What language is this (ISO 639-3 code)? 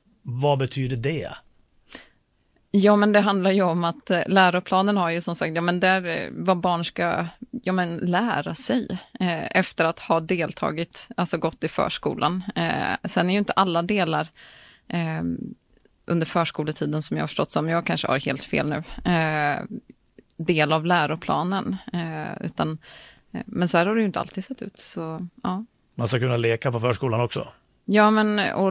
swe